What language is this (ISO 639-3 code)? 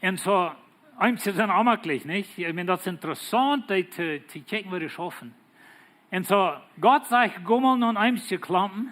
pdt